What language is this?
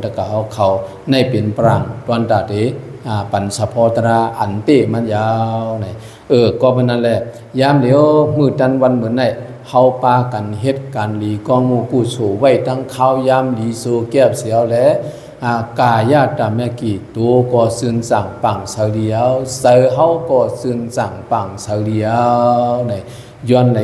Shan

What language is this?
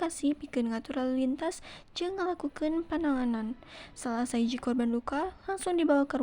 Sundanese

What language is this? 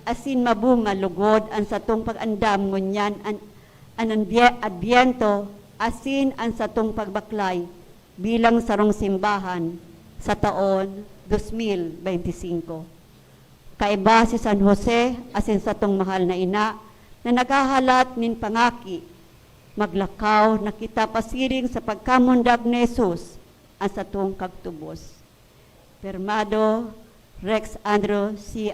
Bikol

